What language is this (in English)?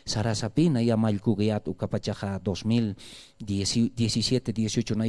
Aymara